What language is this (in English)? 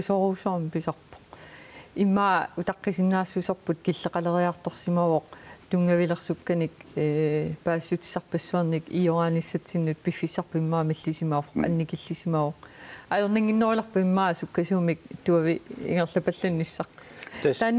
Kalaallisut